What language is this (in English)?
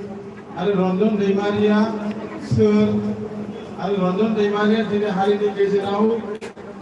Bodo